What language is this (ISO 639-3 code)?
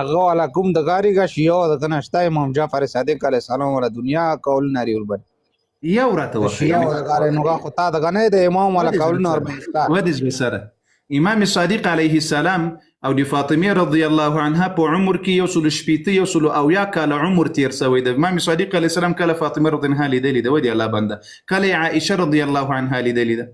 pus